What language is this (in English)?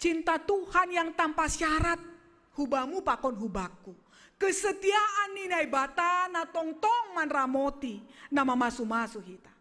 Batak Simalungun